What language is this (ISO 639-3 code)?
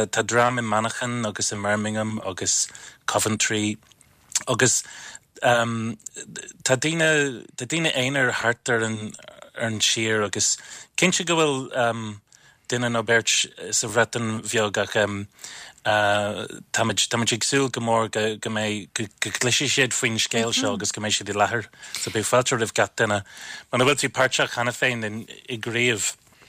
gle